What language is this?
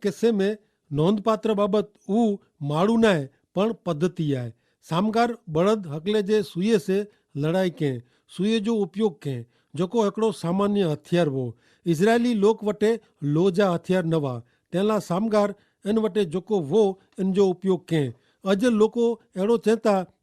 Kachhi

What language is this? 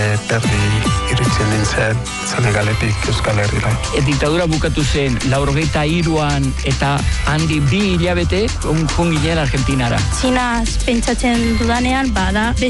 Basque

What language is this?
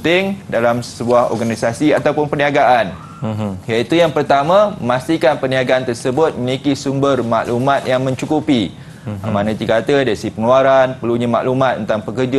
Malay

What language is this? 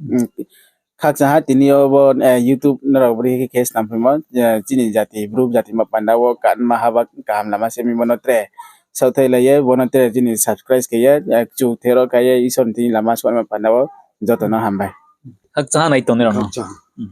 Riang (India)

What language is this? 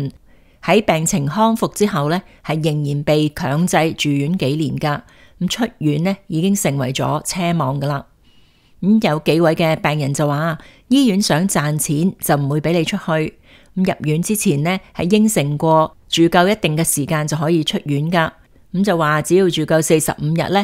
Cantonese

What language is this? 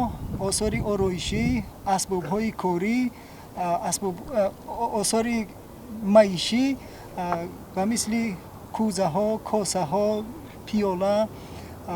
Tajik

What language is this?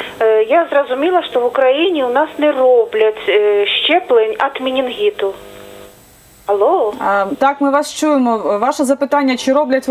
Ukrainian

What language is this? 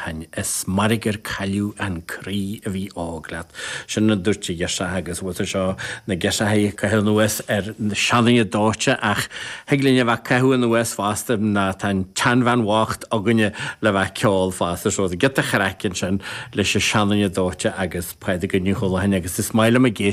Irish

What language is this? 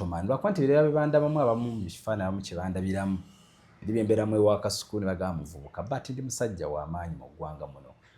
Ganda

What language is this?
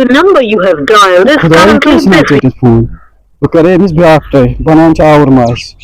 Kashmiri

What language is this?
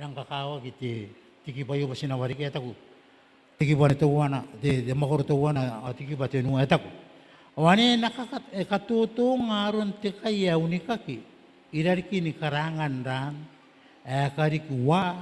Gilbertese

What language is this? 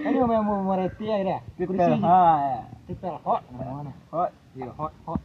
Minangkabau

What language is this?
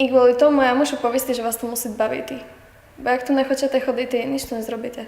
Rusyn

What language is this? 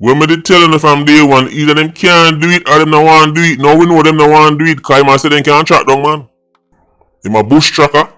Jamaican Creole English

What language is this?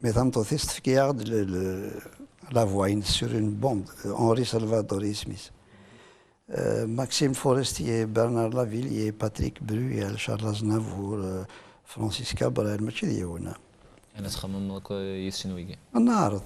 Kabyle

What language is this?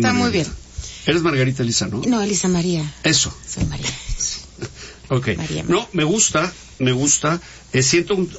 Spanish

